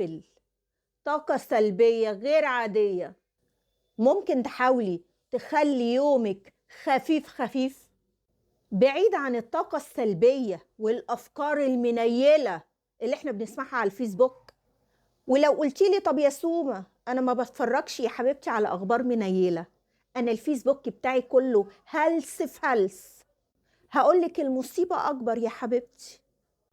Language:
Egyptian Arabic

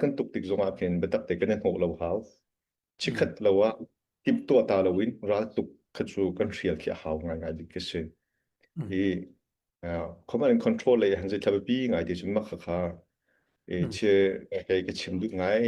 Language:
Hakha Chin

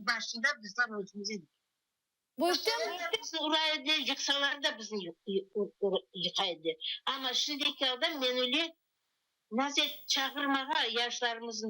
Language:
Crimean Tatar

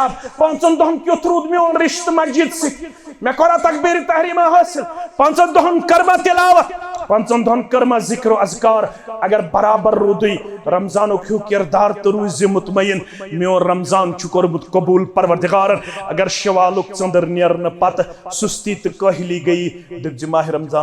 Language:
Kashmiri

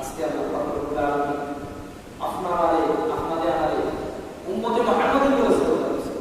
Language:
Sylheti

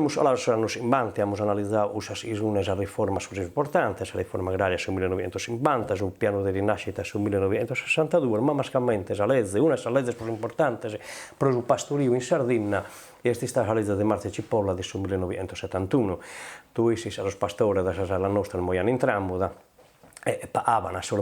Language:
Sardinian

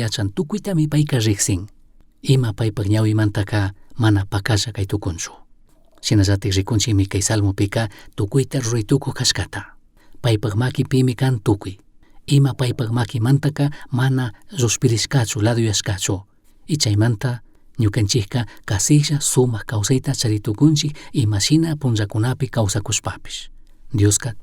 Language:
Chimborazo Highland Quichua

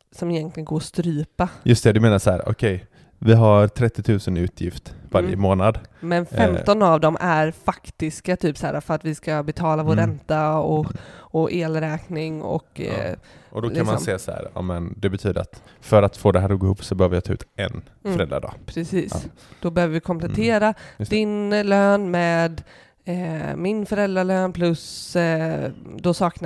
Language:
Swedish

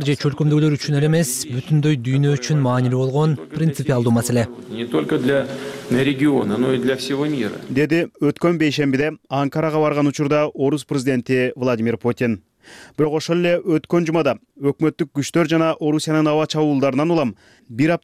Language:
Kyrgyz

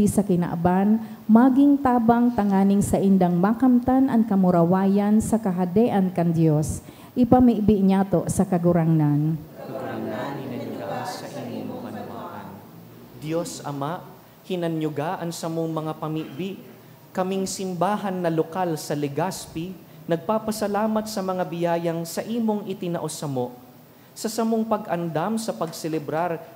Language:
Bikol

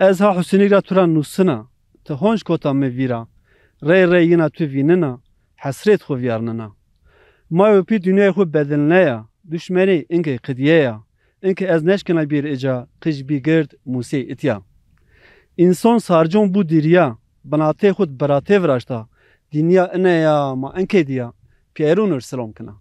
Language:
Zaza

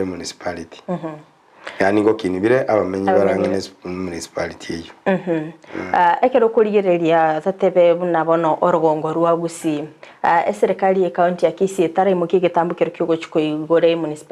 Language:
Gusii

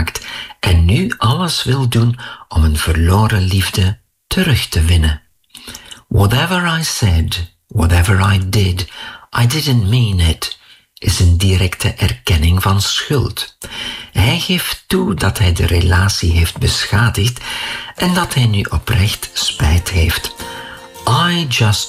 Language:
Dutch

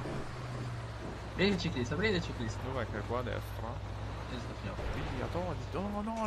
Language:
Italian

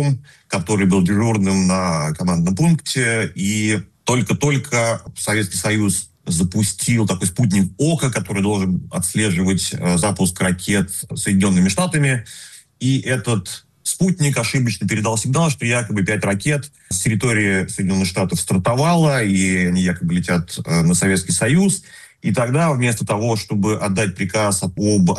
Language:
Russian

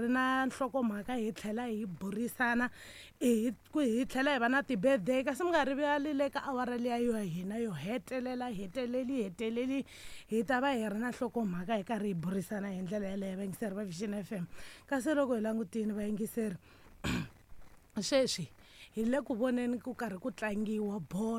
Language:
Tsonga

